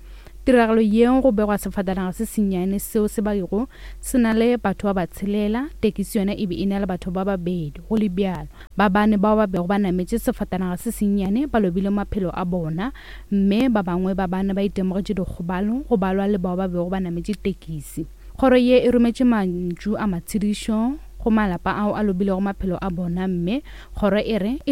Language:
Northern Sotho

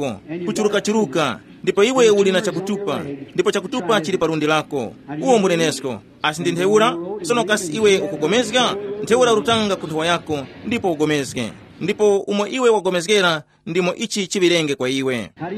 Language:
Tumbuka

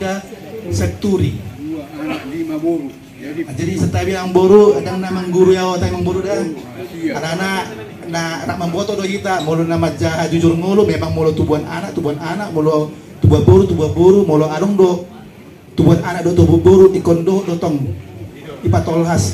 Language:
Batak Toba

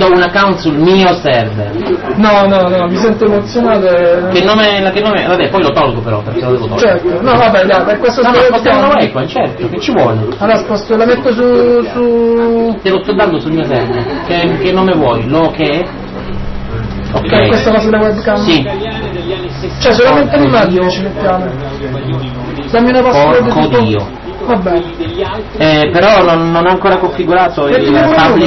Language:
Italian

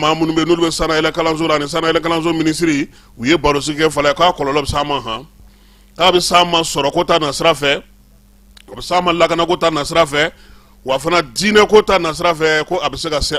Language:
Bambara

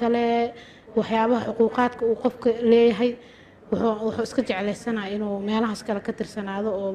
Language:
Somali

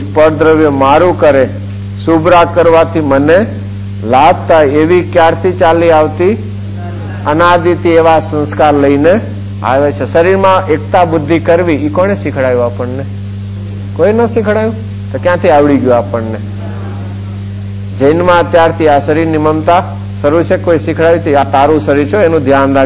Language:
Gujarati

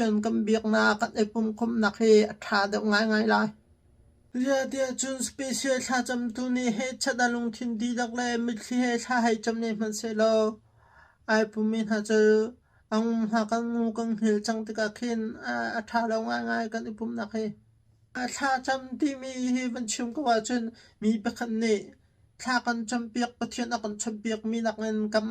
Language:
Hakha Chin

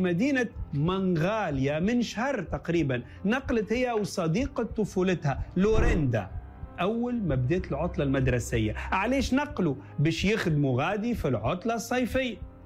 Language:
Tunisian Arabic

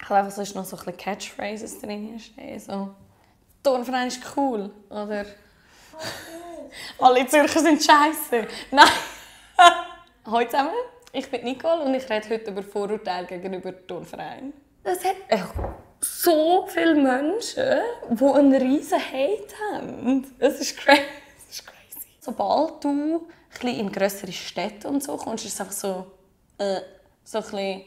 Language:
Swiss German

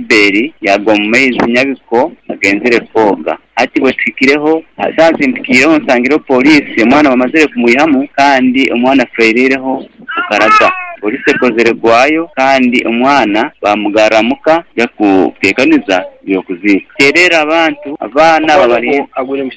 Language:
Nyoro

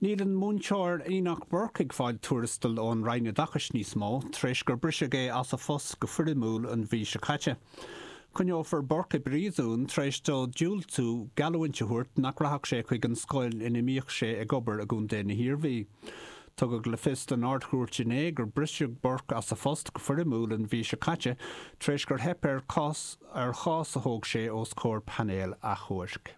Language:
Irish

